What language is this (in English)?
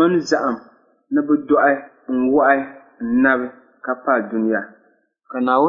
Dagbani